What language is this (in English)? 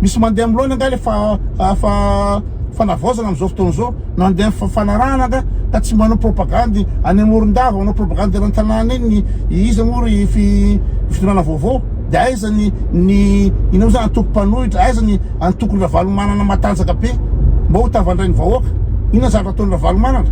Malagasy